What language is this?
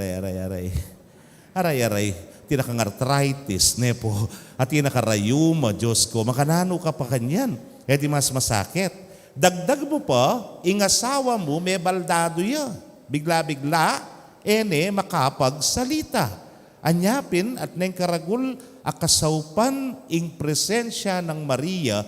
Pampanga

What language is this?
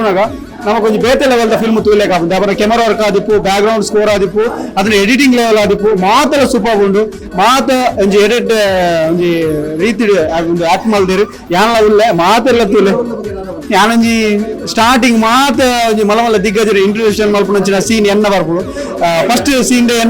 Tulu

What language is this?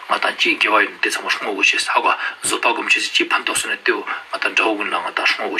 Ladakhi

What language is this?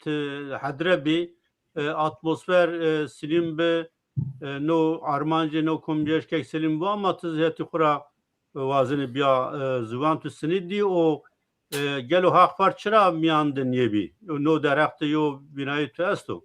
Zaza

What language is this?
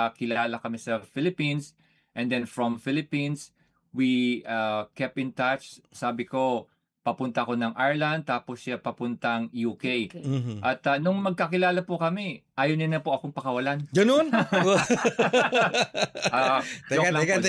Filipino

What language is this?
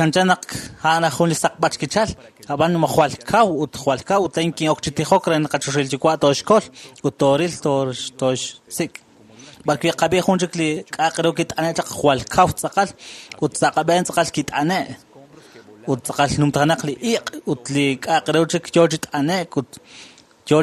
Kekchí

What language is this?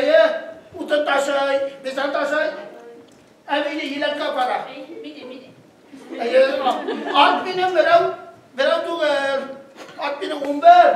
Bashkir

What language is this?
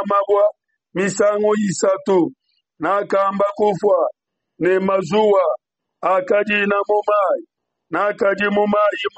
Luba-Lulua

